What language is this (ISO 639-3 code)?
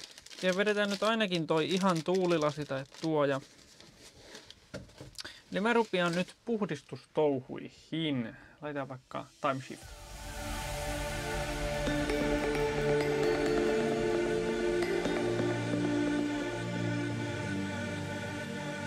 fin